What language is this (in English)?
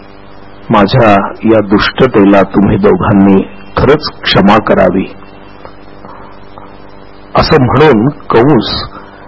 Marathi